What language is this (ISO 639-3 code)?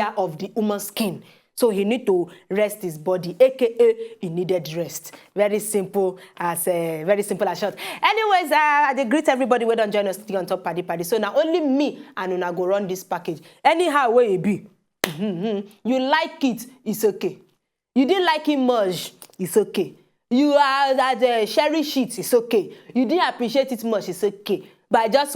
pcm